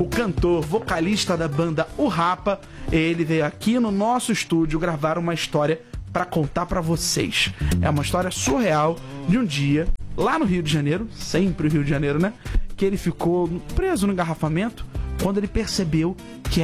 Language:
Portuguese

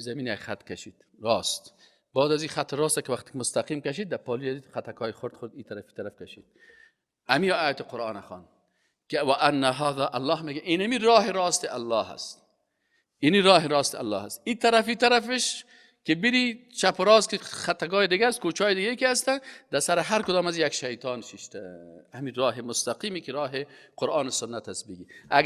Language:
Persian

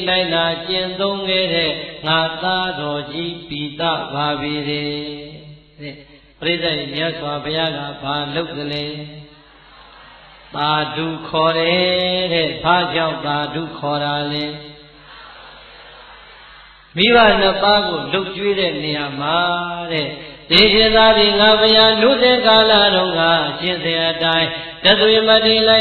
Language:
Burmese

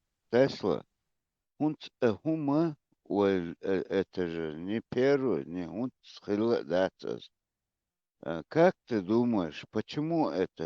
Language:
Chechen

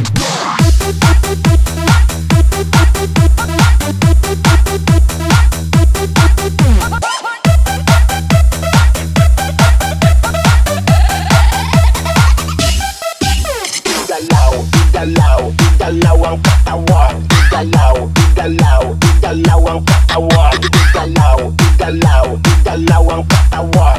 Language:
Filipino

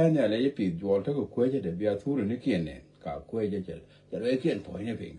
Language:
Nuer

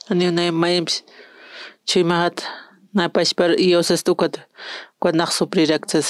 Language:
Aymara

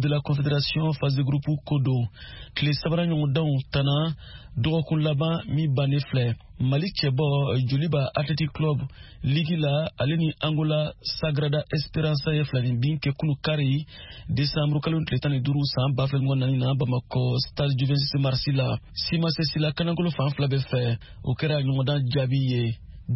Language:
Bambara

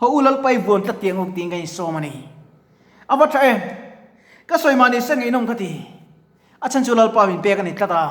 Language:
Mizo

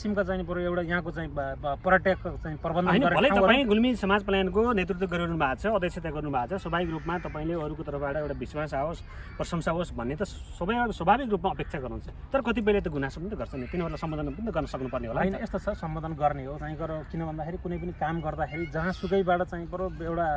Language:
Nepali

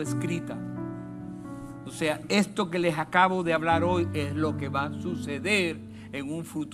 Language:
Spanish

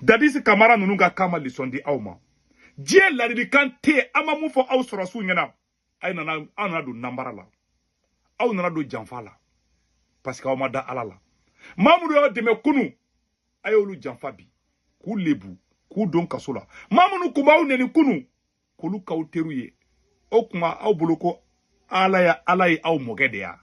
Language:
Bambara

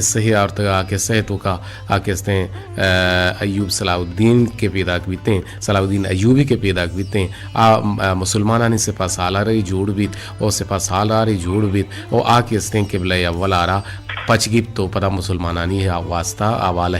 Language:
Baluchi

